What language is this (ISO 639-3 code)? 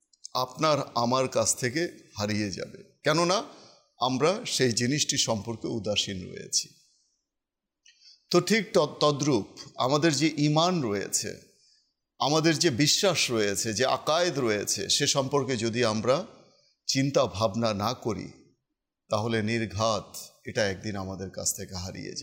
ben